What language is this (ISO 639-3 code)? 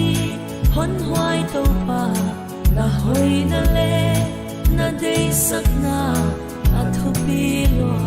pck